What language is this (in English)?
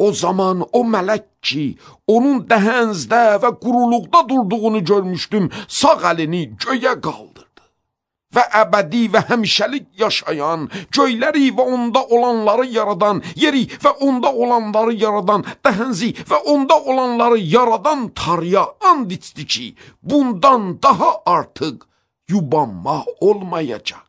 Azerbaijani